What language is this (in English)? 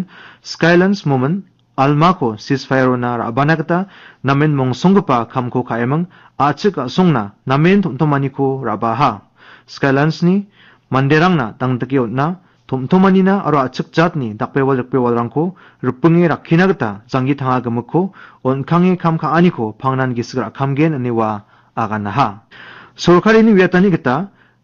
Garo